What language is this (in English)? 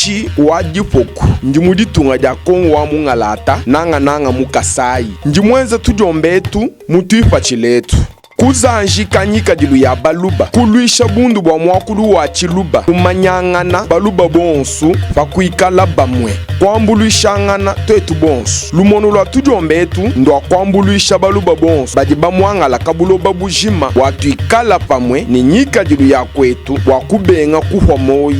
Luba-Lulua